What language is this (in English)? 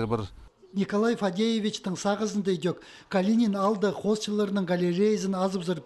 Khakas